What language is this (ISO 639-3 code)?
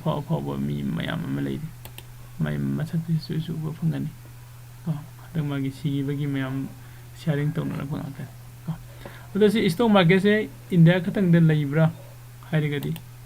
mni